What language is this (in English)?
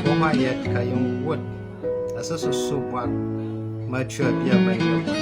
Tyap